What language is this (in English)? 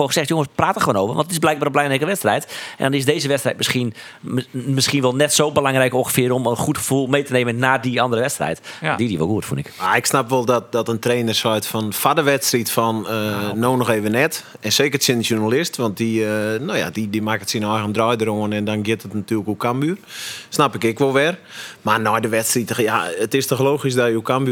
Western Frisian